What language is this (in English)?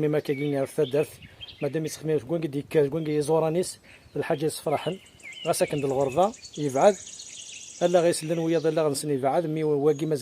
Kabyle